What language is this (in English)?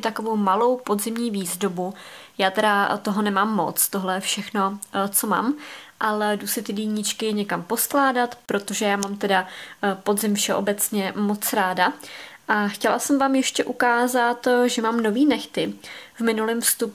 Czech